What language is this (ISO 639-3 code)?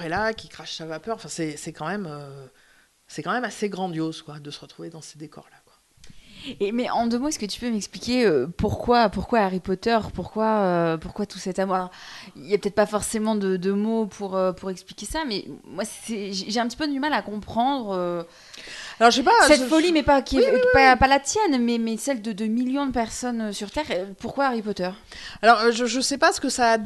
fra